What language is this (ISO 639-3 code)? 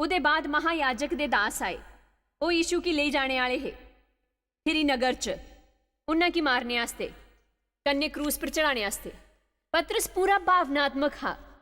doi